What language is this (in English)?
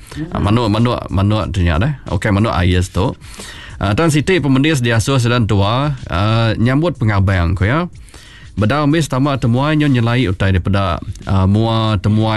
Iban